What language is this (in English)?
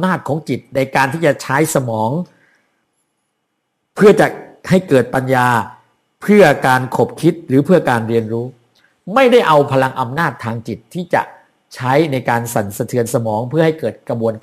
Thai